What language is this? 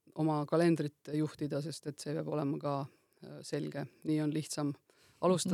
Estonian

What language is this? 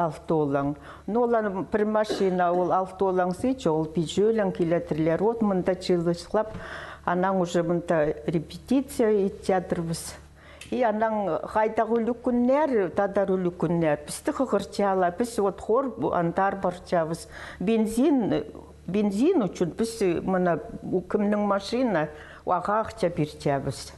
Khakas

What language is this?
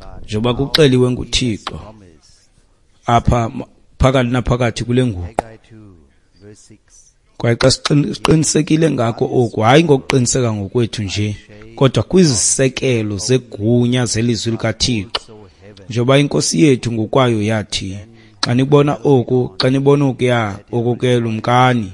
Xhosa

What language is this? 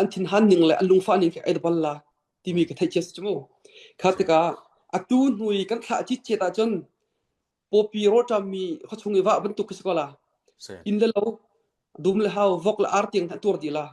Falam Chin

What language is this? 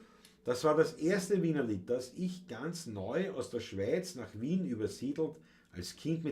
Bavarian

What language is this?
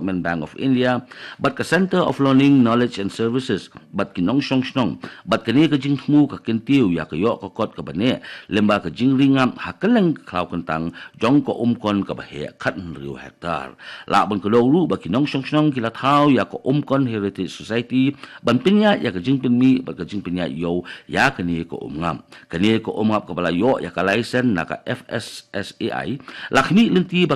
Khasi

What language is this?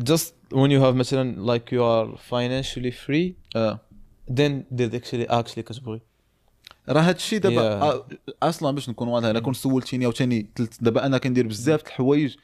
Moroccan Arabic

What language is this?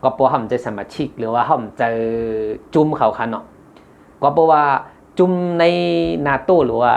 Shan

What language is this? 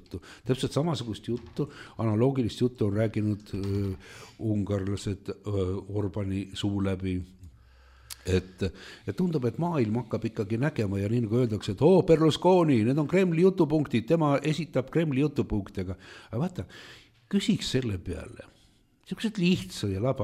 Estonian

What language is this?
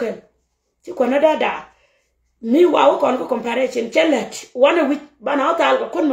Nuer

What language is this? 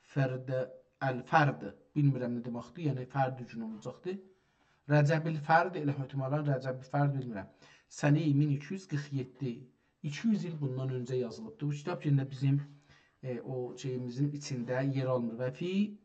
South Azerbaijani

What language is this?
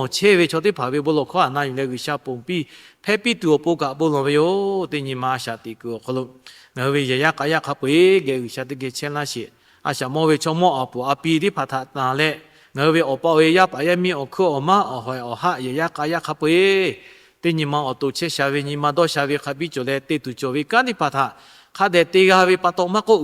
Lahu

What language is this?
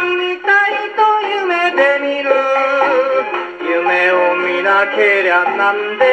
Japanese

